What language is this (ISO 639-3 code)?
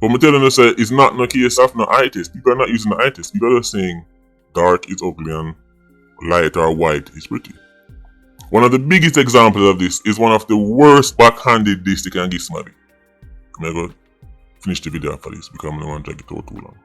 jam